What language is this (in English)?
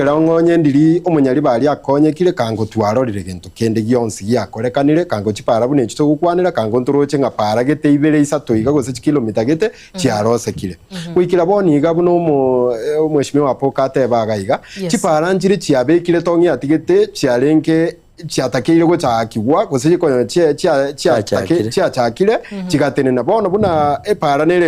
Gusii